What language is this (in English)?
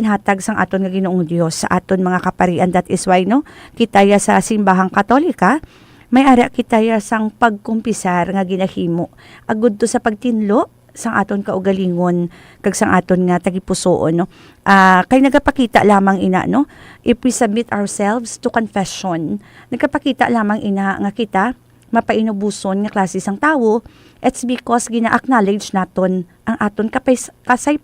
Hiligaynon